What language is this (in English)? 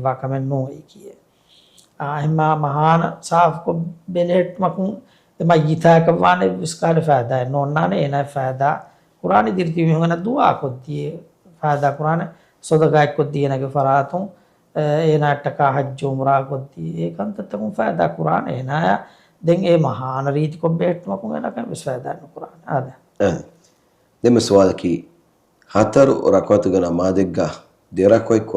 Divehi